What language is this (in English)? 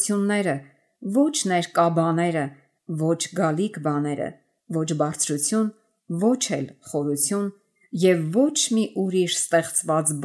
Armenian